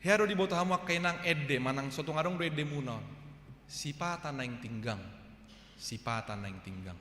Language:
Batak Toba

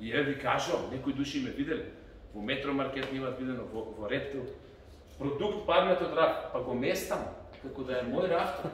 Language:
Macedonian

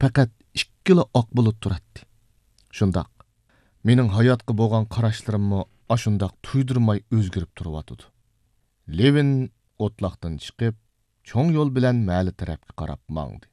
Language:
Uyghur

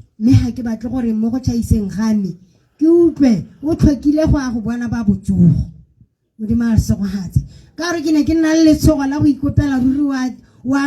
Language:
Tswana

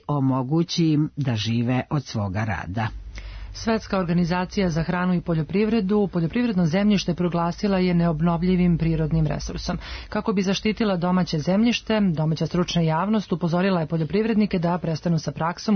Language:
Serbian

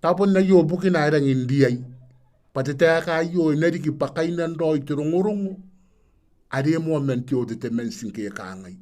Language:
Gilbertese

